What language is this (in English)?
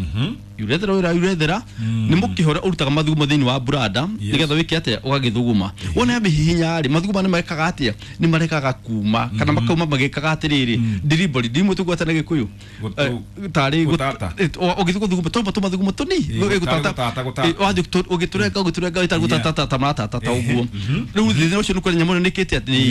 Kikuyu